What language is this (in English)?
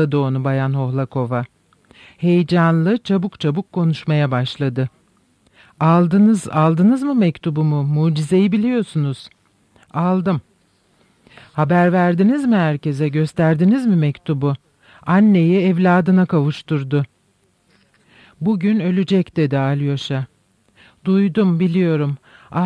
Turkish